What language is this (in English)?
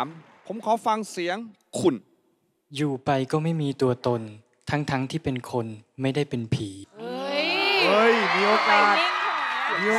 Thai